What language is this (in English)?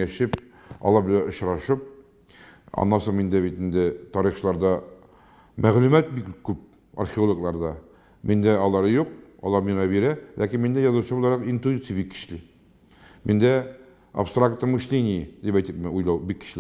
Tatar